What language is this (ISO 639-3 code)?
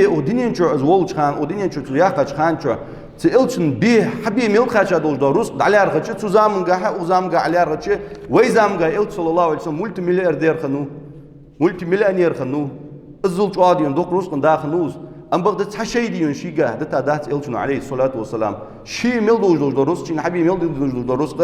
inh